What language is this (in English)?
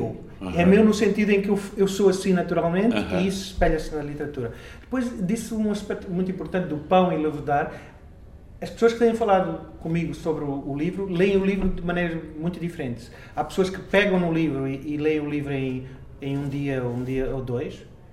Portuguese